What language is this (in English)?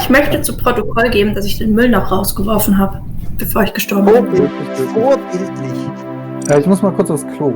Swiss German